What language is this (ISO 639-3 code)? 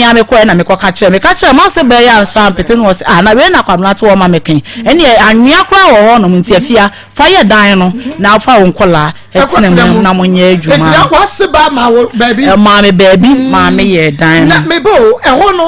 aka